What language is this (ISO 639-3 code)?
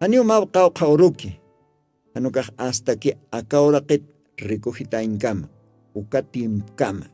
aym